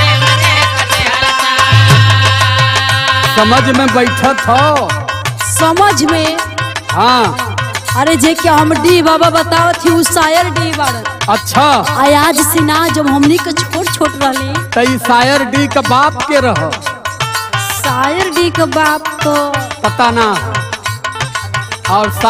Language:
Bhojpuri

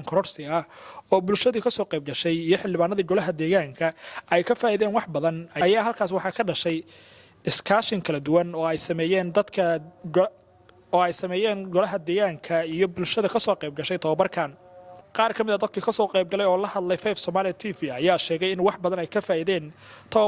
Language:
Somali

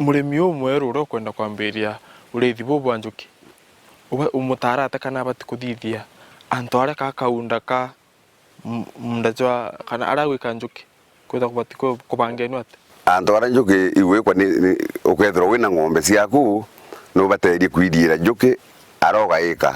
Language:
Meru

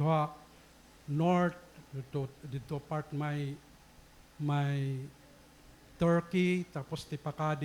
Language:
Waray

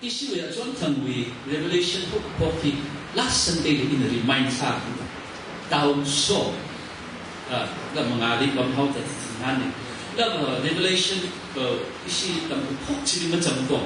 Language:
Tangkhul Naga (India)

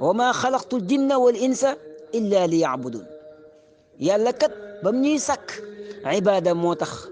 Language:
Wolof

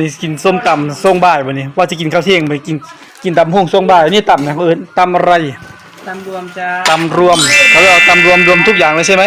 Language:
Northeastern Thai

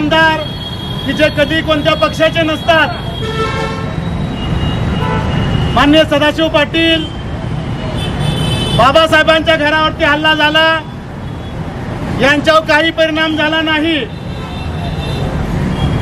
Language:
Marathi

